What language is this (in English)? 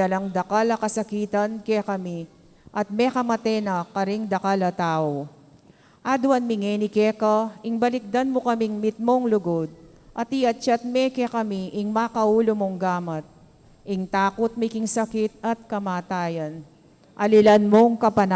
Pampanga